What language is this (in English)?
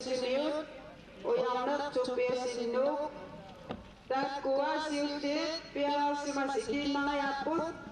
Kalaallisut